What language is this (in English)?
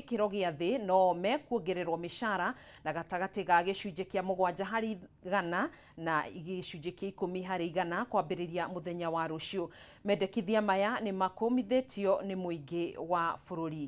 Kikuyu